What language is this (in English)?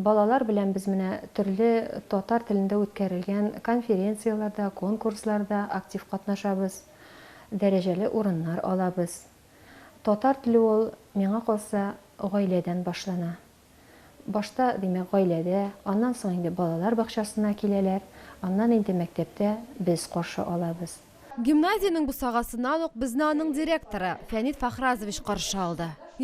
Tatar